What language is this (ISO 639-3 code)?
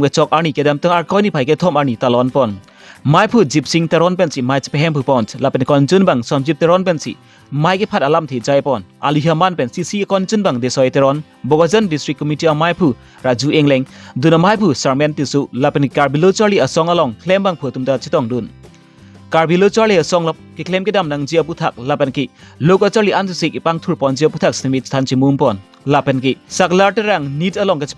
mjw